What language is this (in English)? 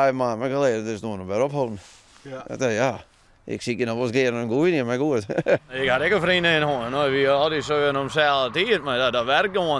Western Frisian